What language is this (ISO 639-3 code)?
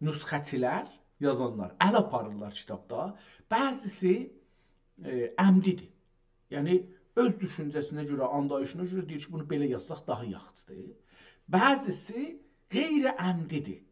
azb